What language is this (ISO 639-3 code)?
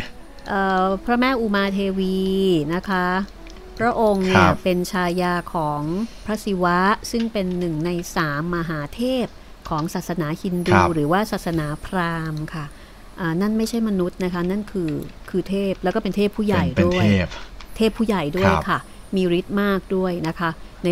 tha